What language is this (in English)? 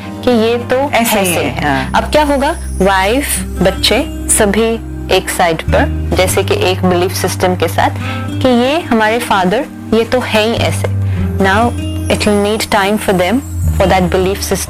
Hindi